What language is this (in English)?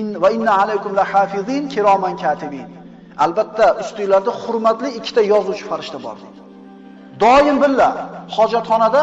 Uzbek